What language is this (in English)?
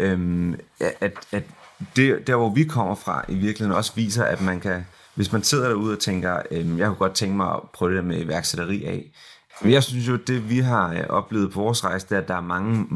Danish